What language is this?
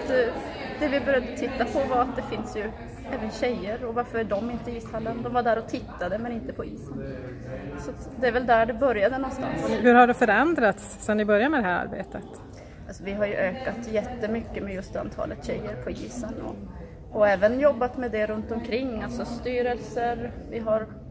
Swedish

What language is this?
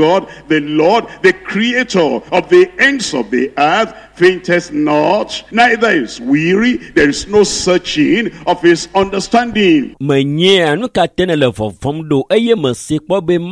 Ewe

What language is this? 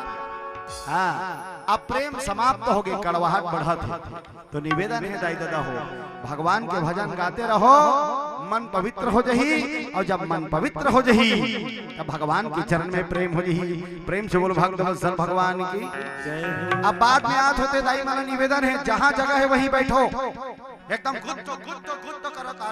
Chhattisgarhi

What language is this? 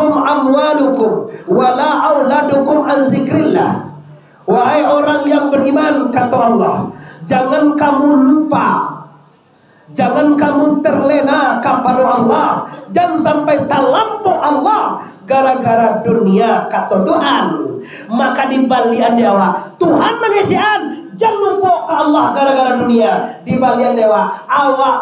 Minangkabau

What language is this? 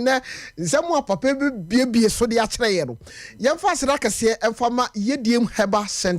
Akan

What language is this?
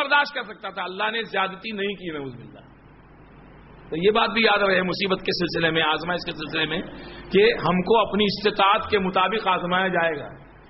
Urdu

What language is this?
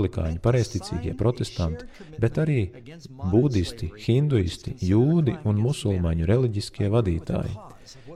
Latvian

